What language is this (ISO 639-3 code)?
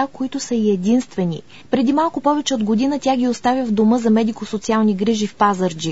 bul